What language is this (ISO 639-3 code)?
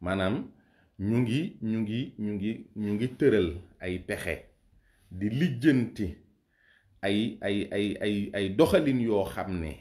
wol